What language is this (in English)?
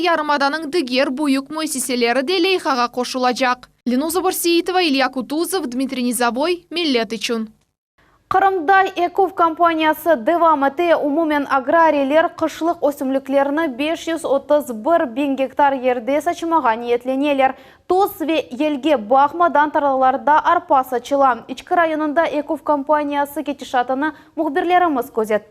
Crimean Tatar